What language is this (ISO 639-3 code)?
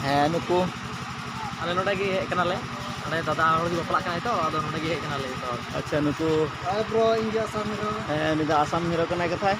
sat